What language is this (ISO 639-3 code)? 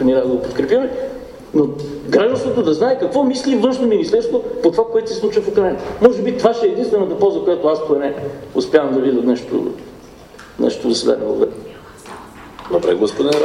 bul